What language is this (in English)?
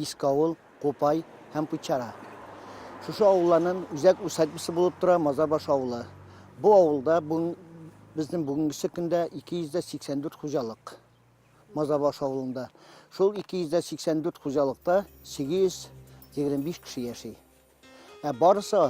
Tatar